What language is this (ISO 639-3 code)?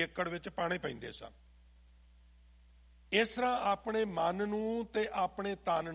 pan